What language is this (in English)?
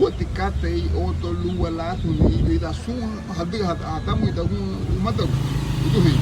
Garifuna